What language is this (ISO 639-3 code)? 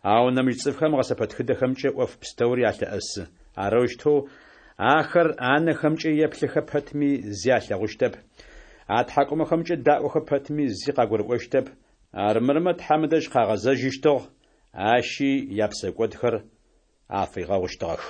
ady